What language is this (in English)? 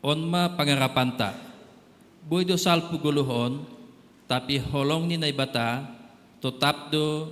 Batak Simalungun